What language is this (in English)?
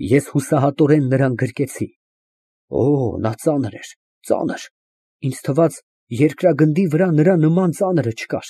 Armenian